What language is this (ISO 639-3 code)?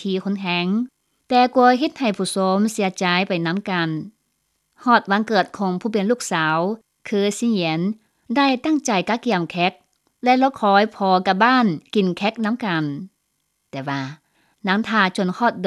lao